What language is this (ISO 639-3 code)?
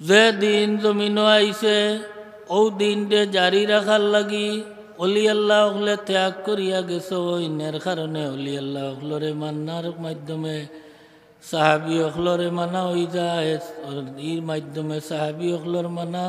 syl